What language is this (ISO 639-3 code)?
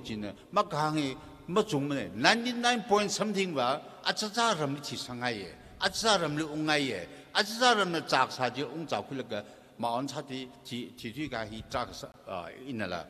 nmf